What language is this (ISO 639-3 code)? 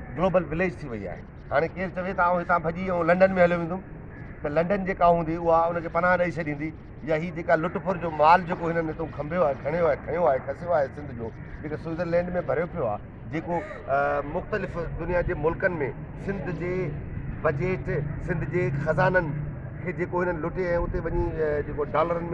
snd